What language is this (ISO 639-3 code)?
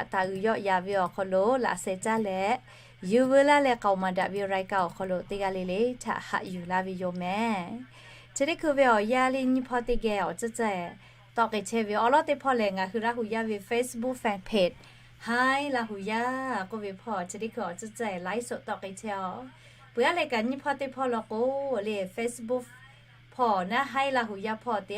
lhu